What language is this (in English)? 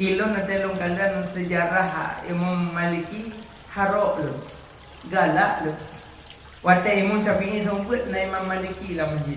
Achinese